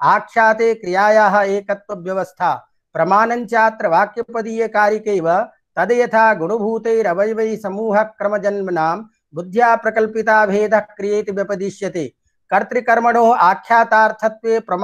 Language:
Sanskrit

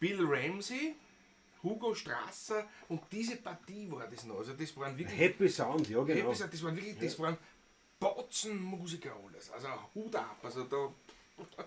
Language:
Bavarian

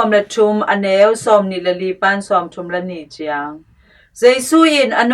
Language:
Tedim Chin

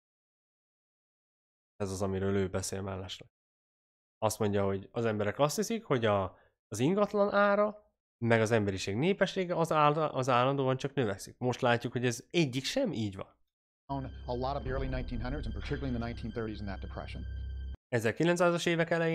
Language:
Hungarian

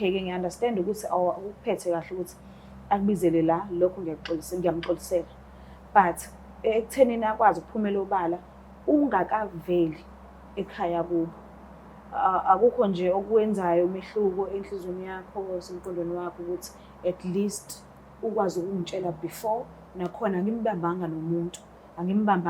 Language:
Zulu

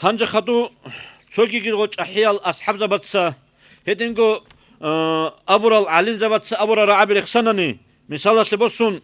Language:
Avaric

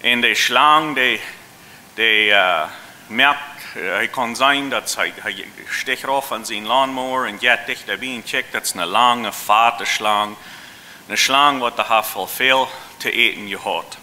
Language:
Plautdietsch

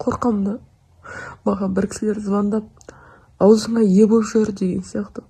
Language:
Kazakh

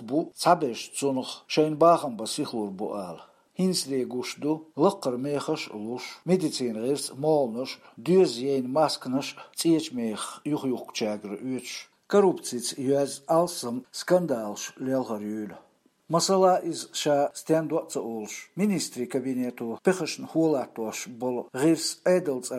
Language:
Chechen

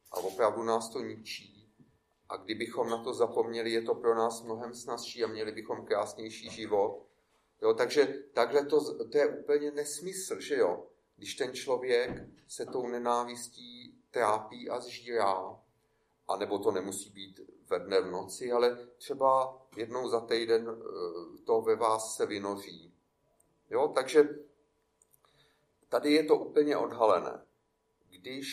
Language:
Czech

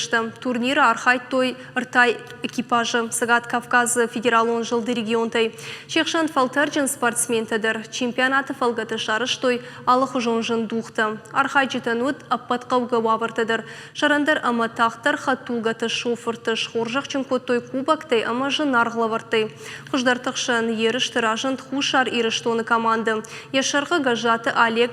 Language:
Ossetic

